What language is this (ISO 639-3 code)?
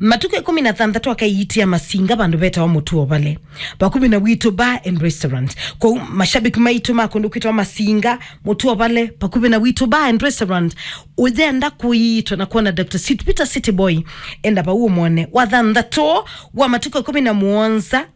kam